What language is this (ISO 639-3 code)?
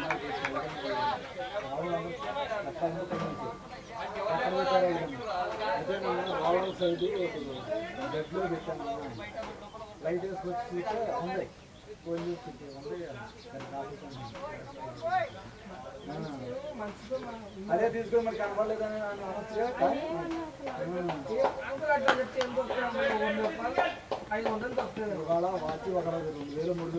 tel